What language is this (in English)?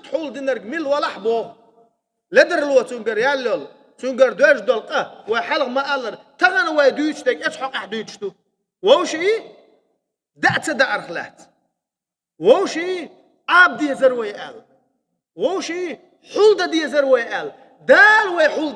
Chechen